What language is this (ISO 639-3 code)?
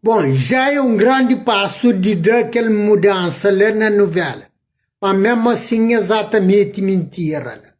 kea